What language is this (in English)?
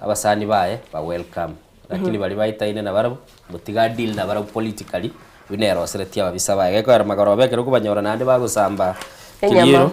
Gusii